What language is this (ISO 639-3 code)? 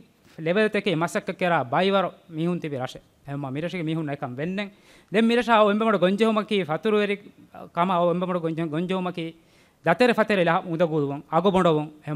div